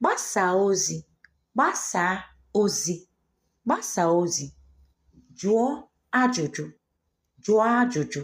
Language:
Igbo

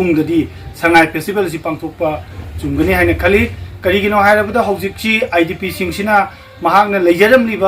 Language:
Manipuri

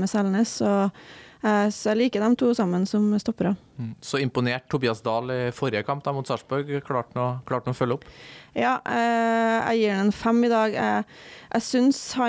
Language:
Norwegian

